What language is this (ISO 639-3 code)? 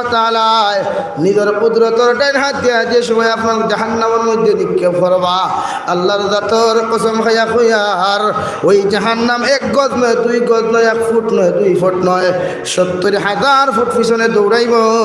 syl